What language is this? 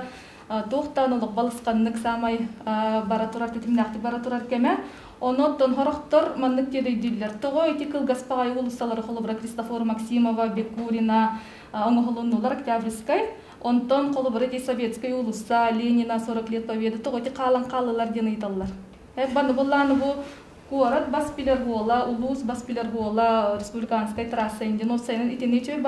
Yakut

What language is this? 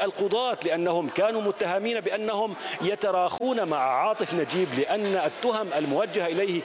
Arabic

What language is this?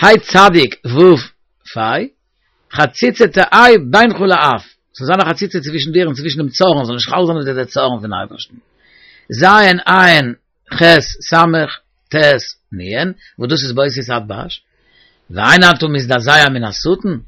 Yiddish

